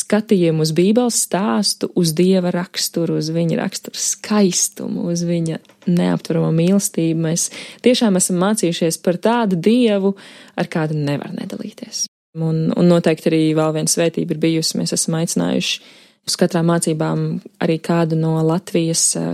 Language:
Latvian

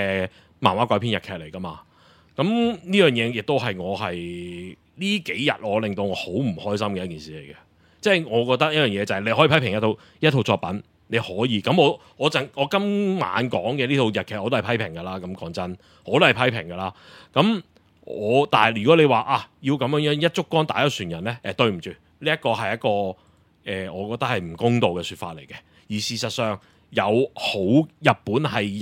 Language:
Cantonese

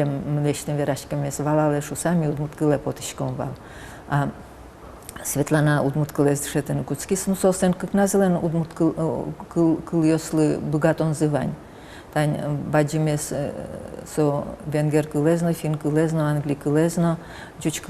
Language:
Udmurt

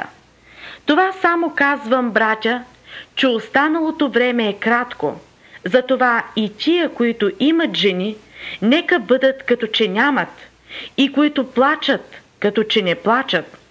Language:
Bulgarian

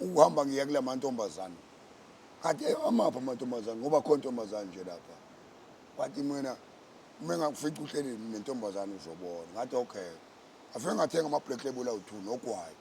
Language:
Zulu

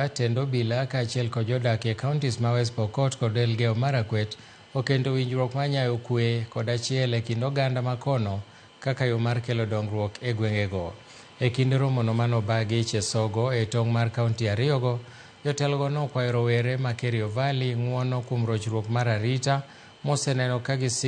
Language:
Luo (Kenya and Tanzania)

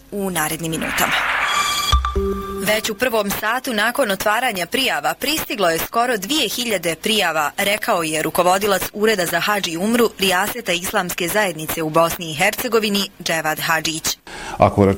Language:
Bosnian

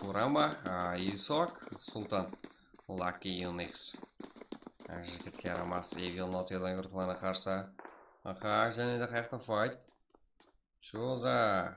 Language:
Kara-Kalpak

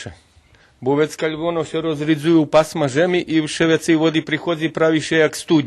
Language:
Rusyn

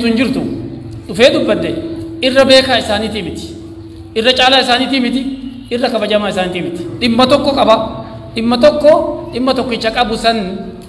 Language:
Oromo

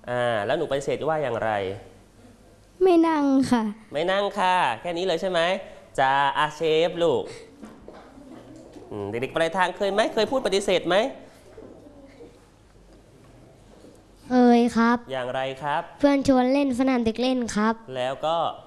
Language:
Thai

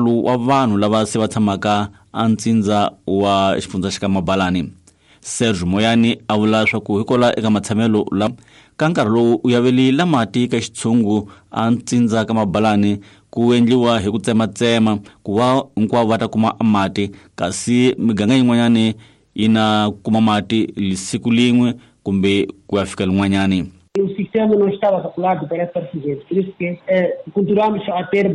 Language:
Tsonga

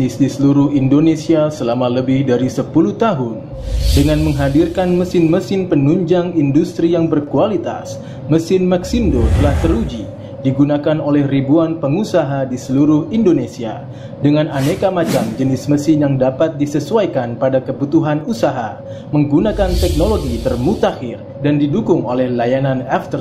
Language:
Indonesian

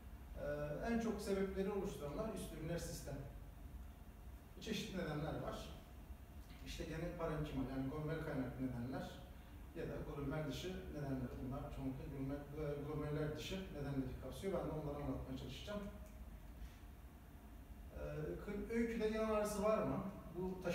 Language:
Turkish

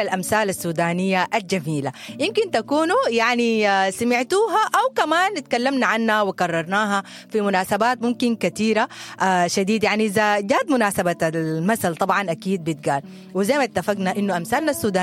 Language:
Sudanese Arabic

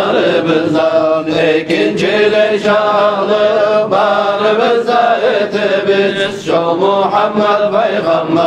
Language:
Kumyk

